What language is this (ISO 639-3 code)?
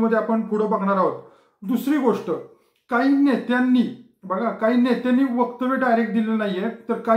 mar